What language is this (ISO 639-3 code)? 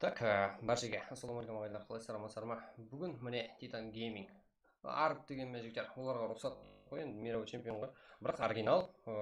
kaa